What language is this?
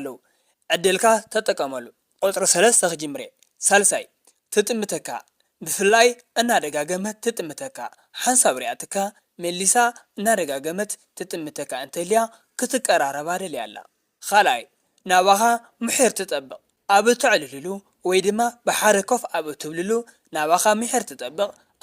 Tigrinya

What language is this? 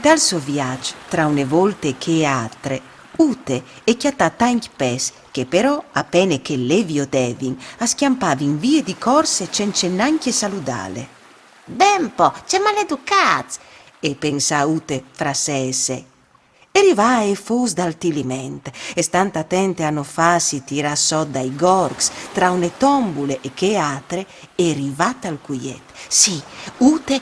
Friulian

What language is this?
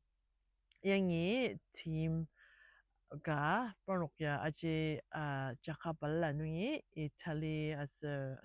Ao Naga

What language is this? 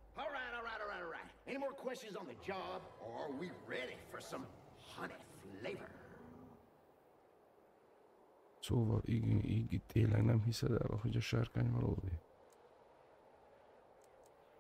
Hungarian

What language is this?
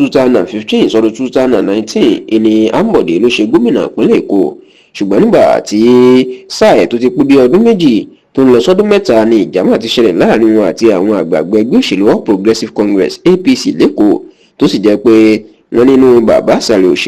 Yoruba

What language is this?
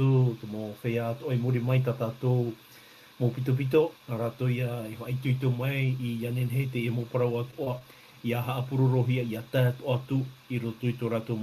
Tahitian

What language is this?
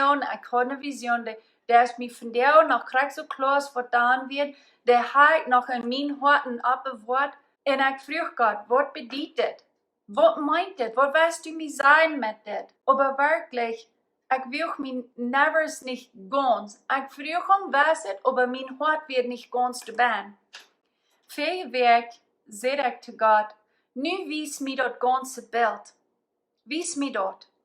Plautdietsch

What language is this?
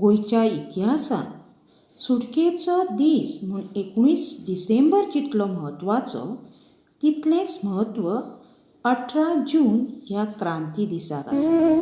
Konkani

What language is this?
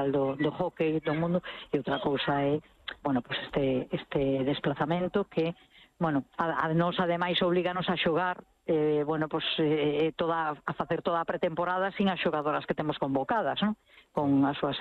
Galician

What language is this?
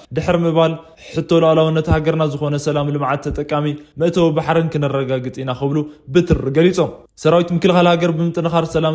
Tigrinya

